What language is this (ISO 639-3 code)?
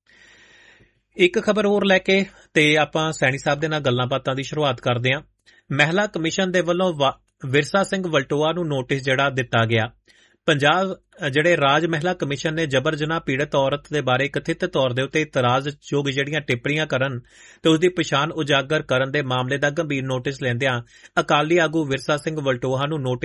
pan